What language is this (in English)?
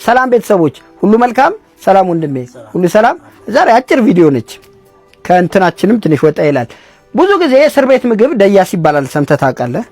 Amharic